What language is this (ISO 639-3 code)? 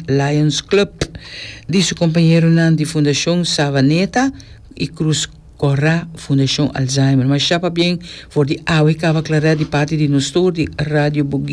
pap